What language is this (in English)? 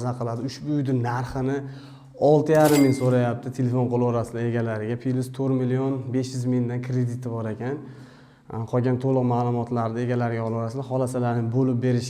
Uzbek